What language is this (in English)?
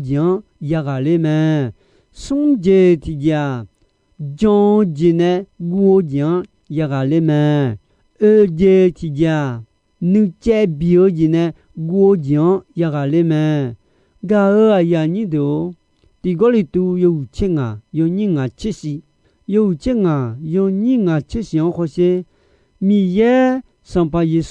Akha